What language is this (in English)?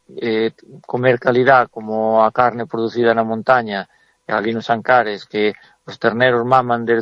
Galician